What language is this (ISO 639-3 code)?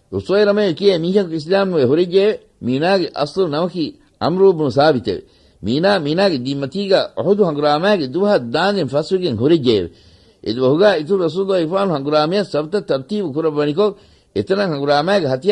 div